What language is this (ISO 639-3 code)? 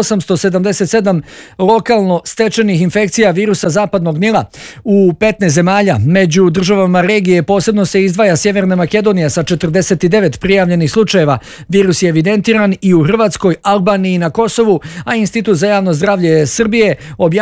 bos